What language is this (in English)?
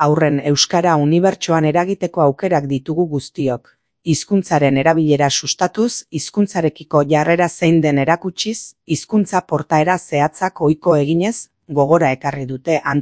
Basque